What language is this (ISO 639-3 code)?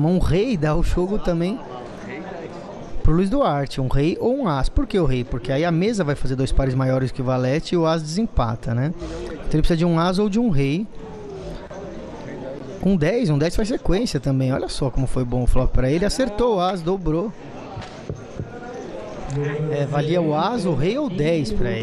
por